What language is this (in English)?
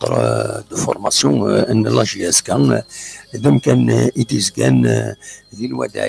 Kabyle